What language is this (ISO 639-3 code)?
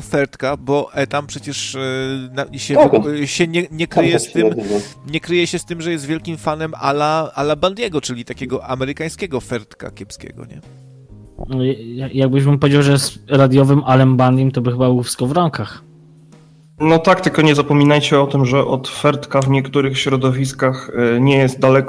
pol